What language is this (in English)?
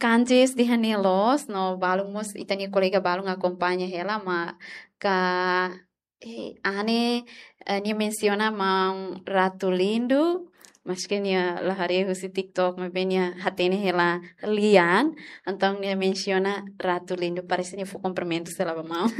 Tetum